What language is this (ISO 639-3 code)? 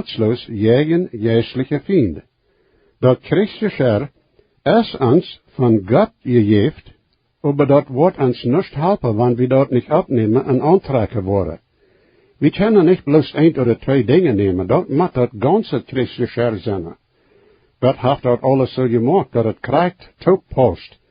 pdt